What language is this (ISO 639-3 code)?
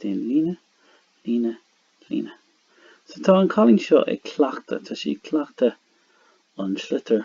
gle